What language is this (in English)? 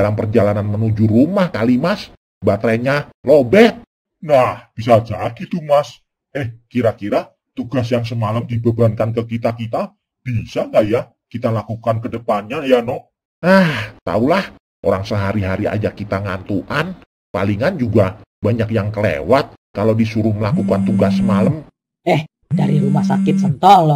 Betawi